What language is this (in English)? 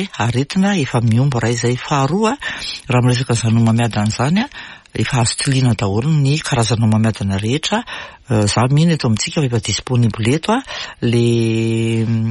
Malagasy